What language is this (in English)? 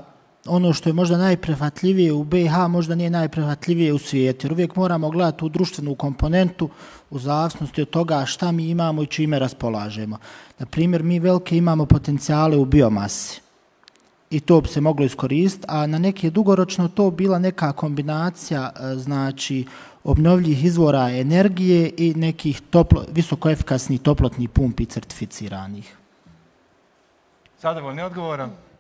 Bosnian